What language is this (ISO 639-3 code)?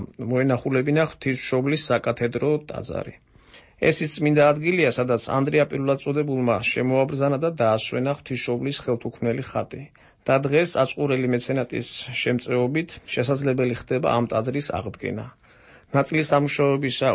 kat